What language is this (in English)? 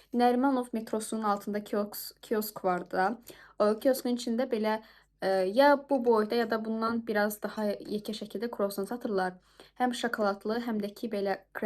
Azerbaijani